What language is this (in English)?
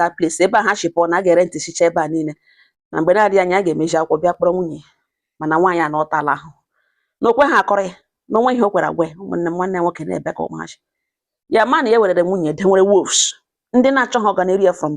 Igbo